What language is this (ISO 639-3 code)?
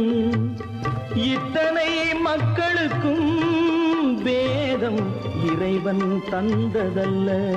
tam